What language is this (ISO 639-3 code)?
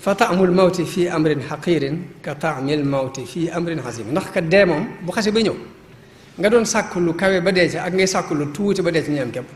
wol